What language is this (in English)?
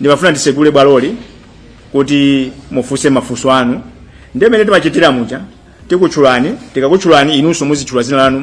Nyanja